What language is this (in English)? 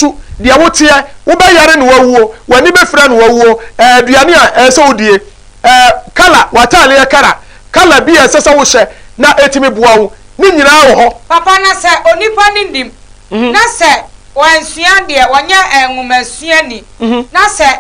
Akan